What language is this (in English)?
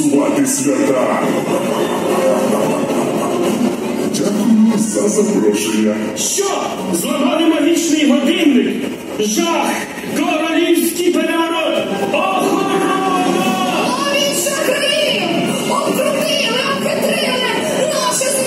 Ukrainian